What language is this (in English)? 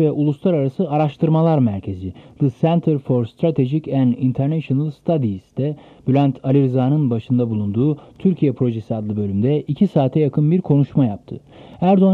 Turkish